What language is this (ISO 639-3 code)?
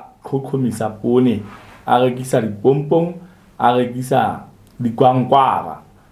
sot